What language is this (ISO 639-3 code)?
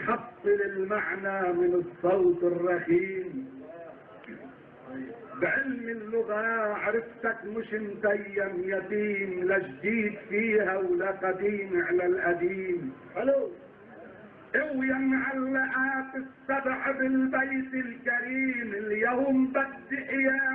apc